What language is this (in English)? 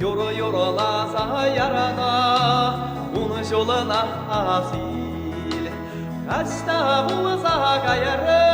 Chuvash